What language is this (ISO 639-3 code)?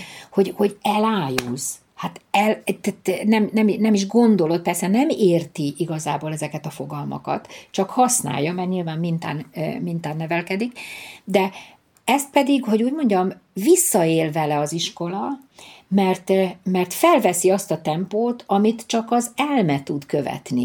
hun